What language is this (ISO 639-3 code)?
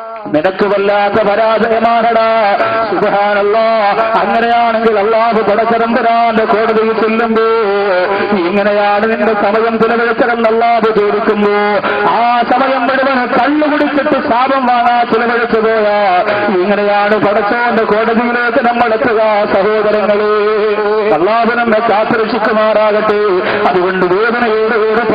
mal